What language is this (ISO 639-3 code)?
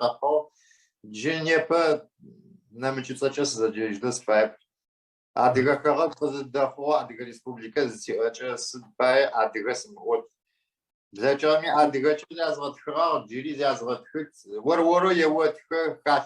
ady